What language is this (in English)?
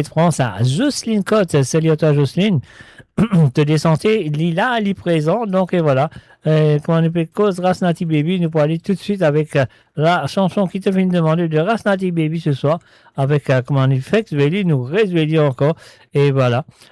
Morisyen